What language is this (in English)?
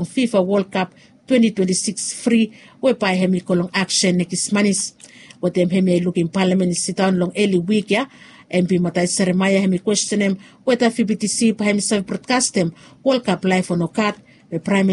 Bislama